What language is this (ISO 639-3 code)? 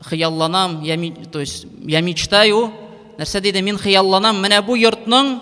tat